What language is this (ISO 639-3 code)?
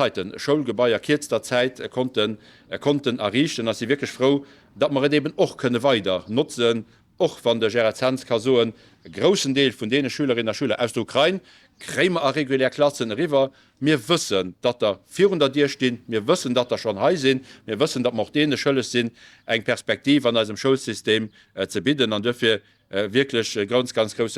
ltz